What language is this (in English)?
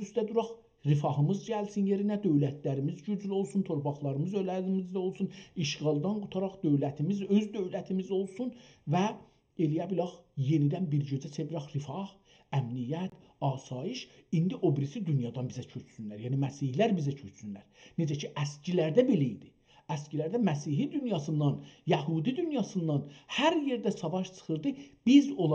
South Azerbaijani